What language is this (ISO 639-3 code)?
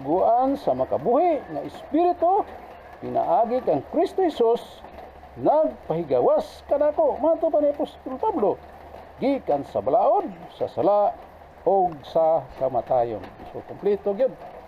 ceb